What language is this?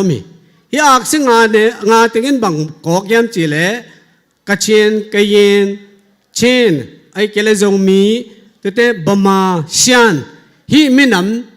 Tedim Chin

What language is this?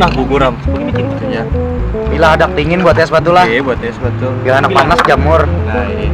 Banjar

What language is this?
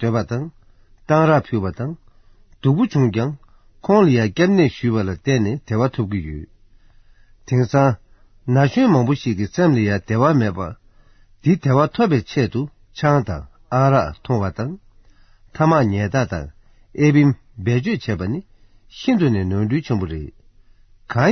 Tibetan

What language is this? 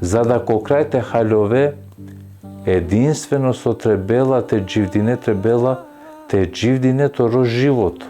Balkan Romani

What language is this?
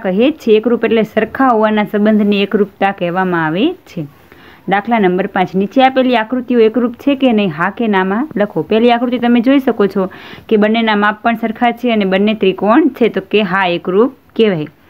Gujarati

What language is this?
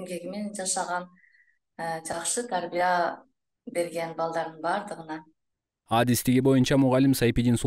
Kyrgyz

